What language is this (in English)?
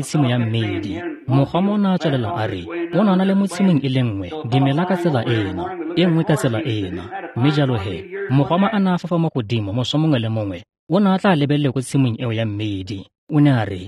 Tswana